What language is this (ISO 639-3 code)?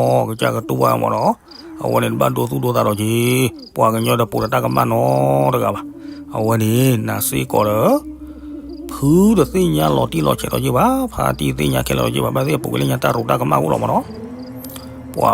ksw